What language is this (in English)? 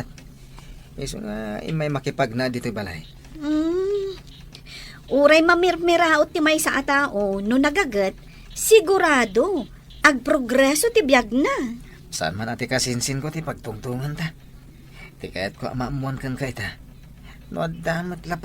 Iloko